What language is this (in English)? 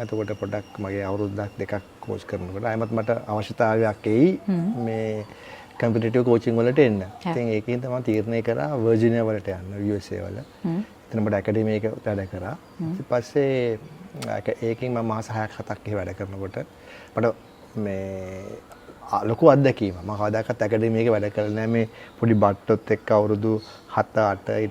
Sinhala